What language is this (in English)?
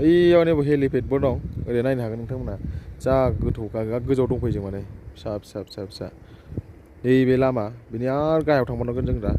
Bodo